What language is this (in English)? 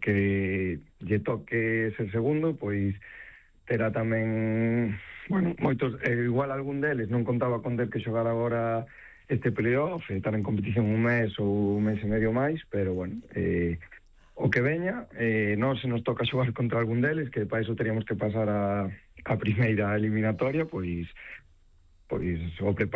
Galician